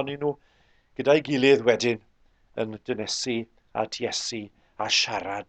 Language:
Welsh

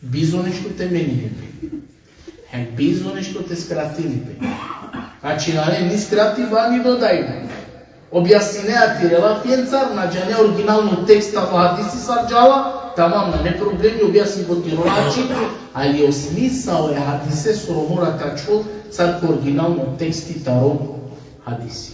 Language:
Balkan Romani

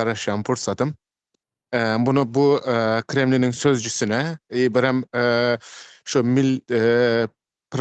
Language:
Turkmen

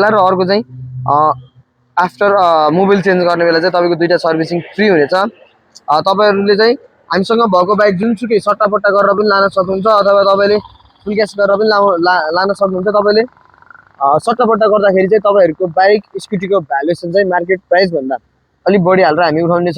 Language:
Nepali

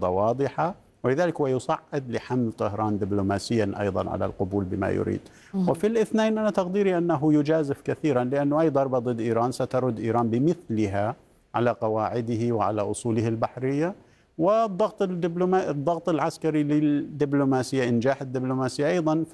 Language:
Arabic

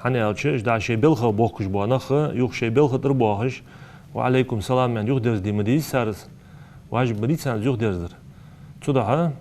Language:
Ingush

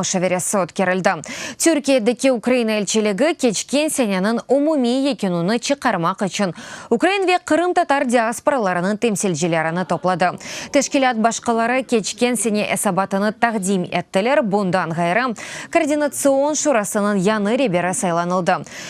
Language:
Crimean Tatar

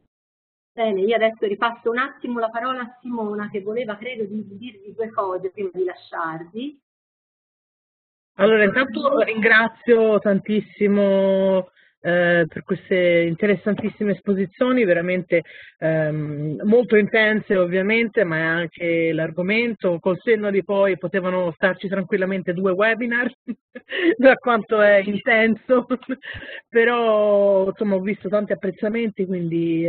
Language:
Italian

